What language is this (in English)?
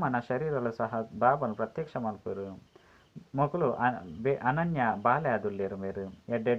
Tulu